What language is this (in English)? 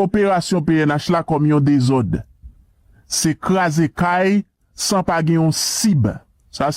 Haitian Creole